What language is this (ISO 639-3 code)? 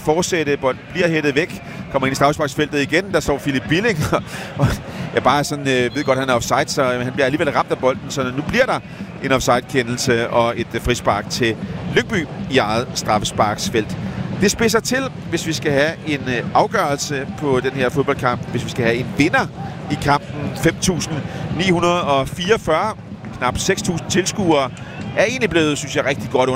dan